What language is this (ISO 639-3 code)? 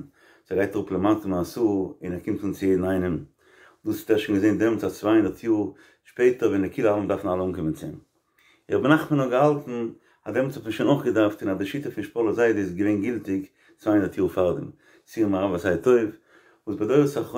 yid